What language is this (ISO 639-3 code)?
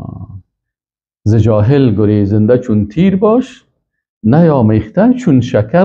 fas